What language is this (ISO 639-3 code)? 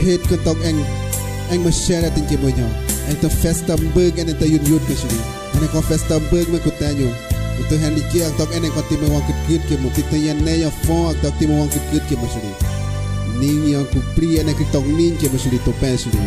kgp